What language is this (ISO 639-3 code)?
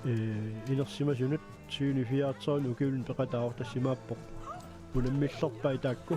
kal